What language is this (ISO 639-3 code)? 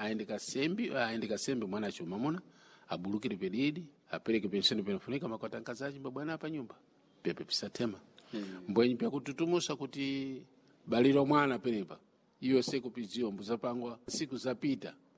seh